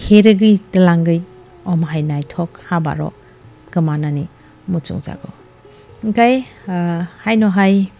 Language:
Kok Borok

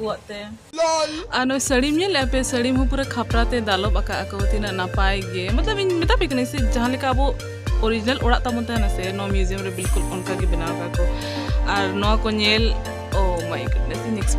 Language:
Santali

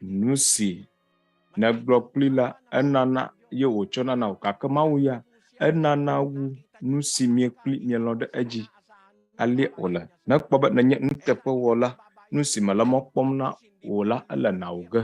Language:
Ewe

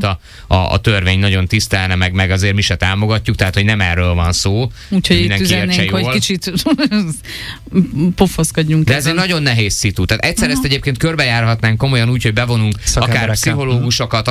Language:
Hungarian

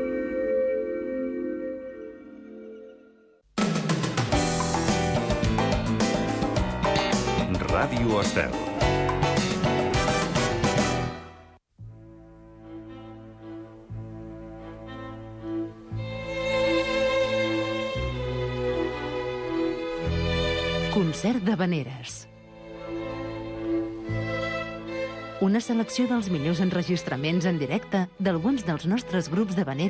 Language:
Catalan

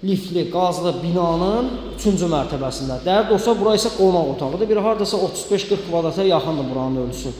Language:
Azerbaijani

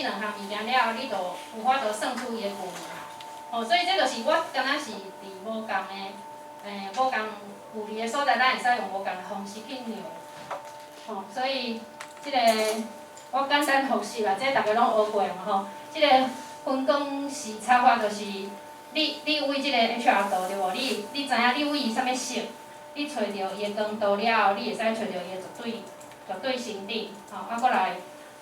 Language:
Min Nan Chinese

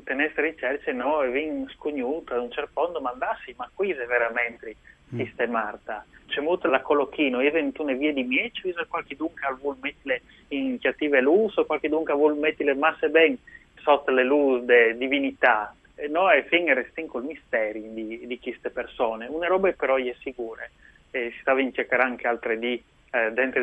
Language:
Friulian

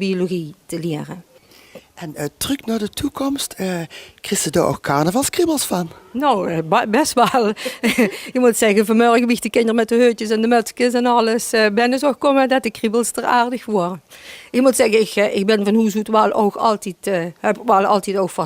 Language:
Limburgish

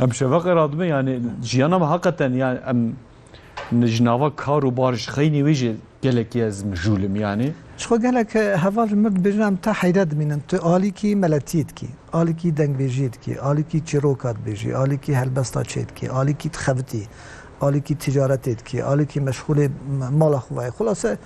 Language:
Kurdish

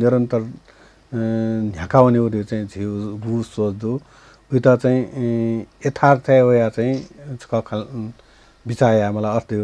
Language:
Newari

